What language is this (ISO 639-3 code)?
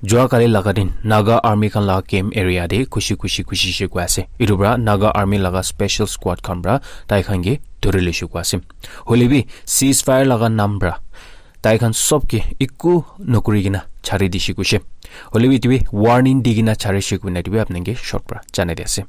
nag